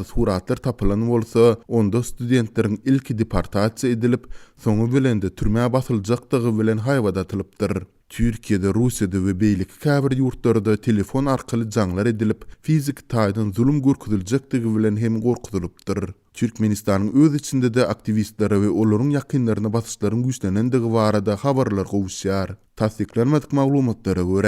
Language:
Turkmen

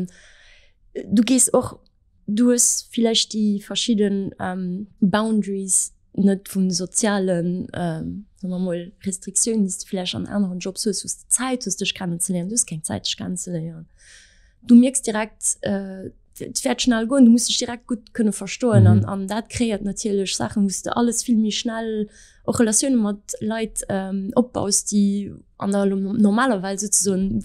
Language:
Luxembourgish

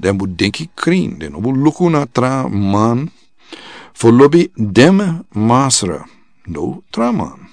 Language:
Sranan Tongo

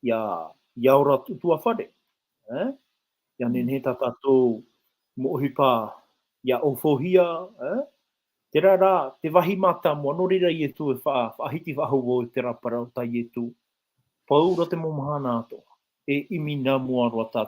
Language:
Tahitian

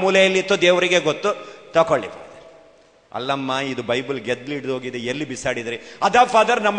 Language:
Kannada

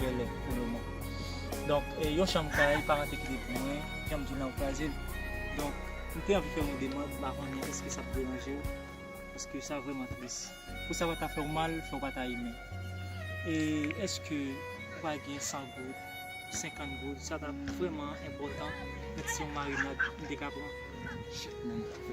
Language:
Haitian Creole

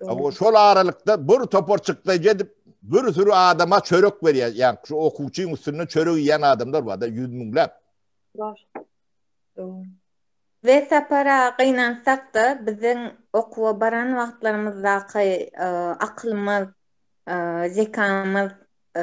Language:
Turkmen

